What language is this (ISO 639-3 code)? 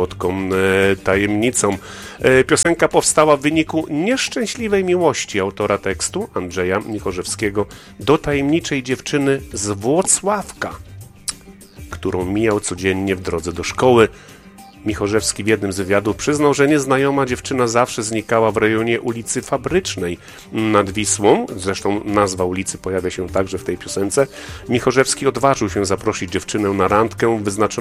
pol